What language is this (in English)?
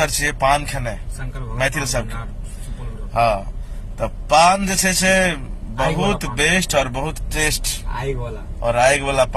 Maithili